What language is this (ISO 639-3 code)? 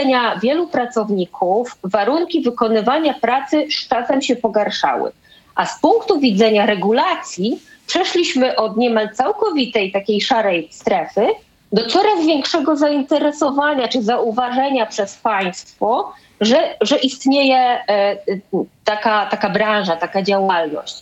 pol